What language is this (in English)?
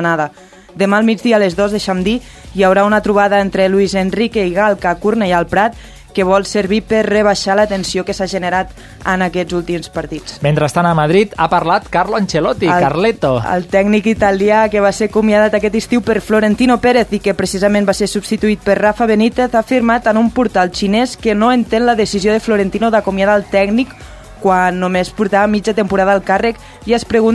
Catalan